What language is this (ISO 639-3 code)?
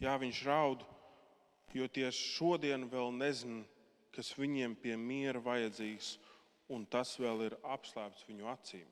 lav